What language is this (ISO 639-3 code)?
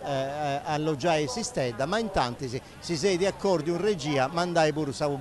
srd